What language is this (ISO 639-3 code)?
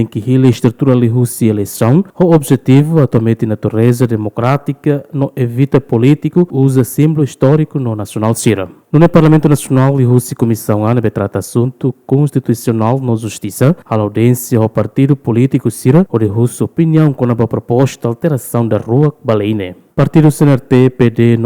tet